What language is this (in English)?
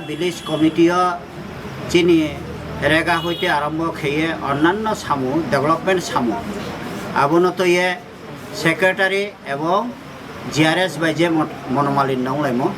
Kok Borok